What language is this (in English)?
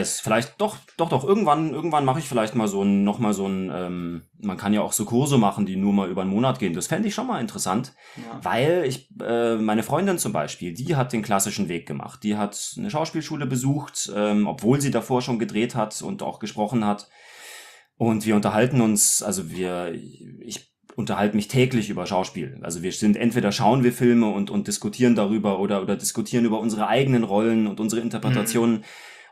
German